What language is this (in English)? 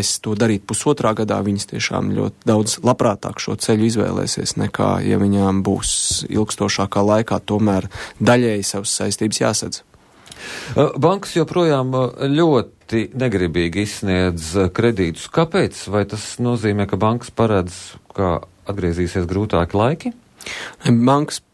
Latvian